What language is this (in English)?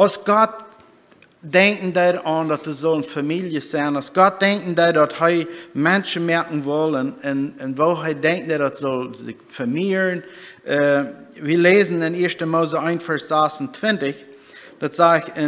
Plautdietsch